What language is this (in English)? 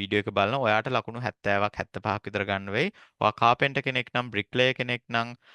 Sinhala